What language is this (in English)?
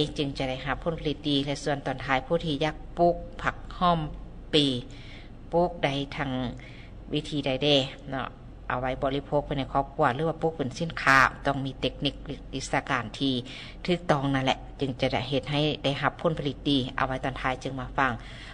Lao